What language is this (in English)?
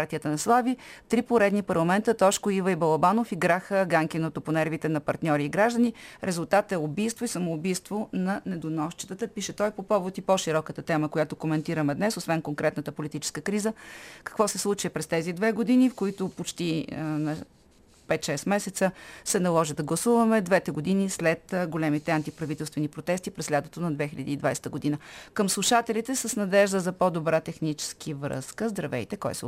Bulgarian